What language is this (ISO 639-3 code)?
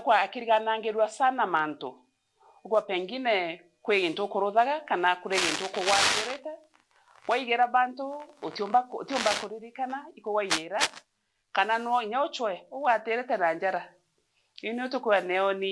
mer